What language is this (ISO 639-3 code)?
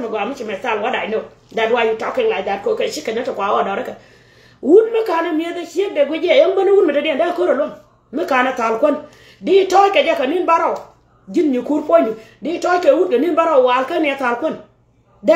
nus